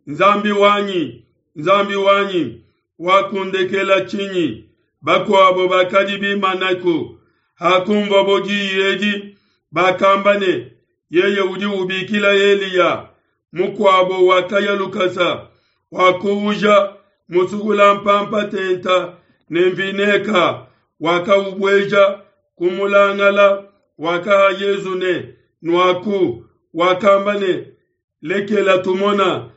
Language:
Luba-Lulua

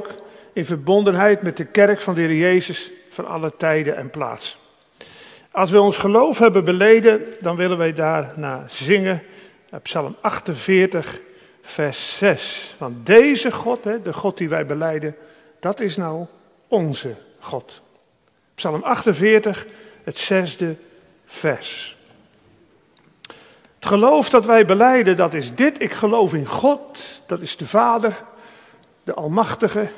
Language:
Dutch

